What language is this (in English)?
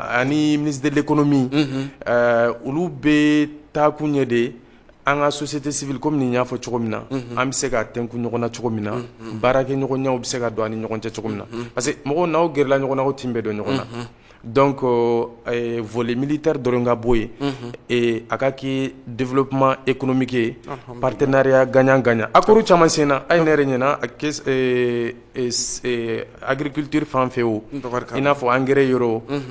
Bambara